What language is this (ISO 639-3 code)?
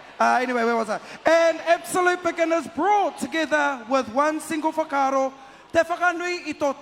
mri